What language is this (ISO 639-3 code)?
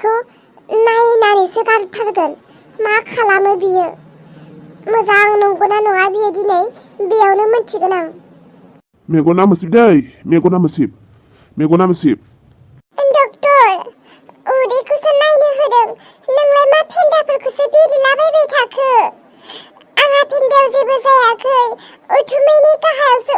brx